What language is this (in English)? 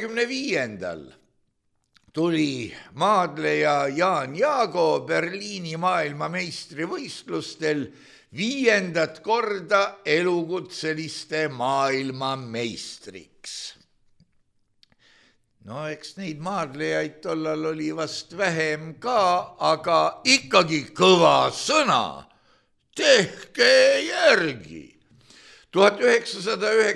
Estonian